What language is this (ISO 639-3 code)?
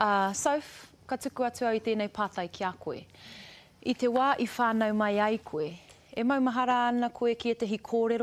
mri